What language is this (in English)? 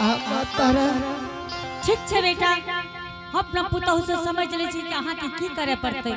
Angika